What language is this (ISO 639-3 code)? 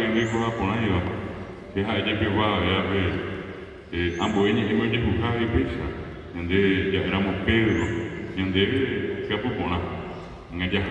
grn